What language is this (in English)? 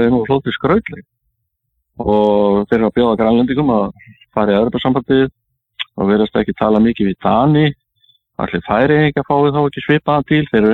Icelandic